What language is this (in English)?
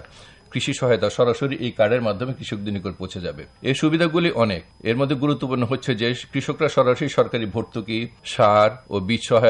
Bangla